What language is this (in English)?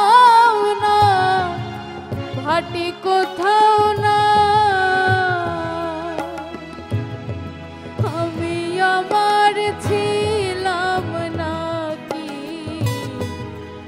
Bangla